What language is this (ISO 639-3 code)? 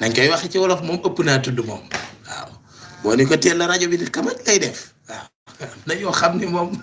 wol